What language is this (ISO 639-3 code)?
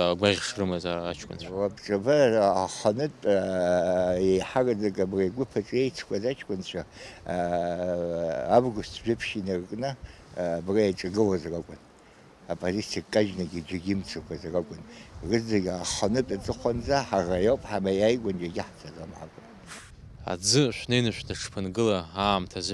abk